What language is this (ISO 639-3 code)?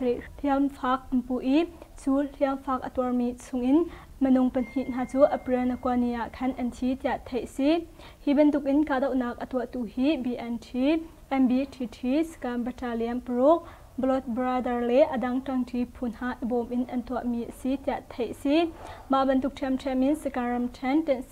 cnh